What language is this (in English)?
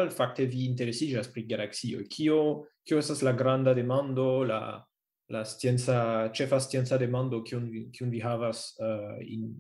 Esperanto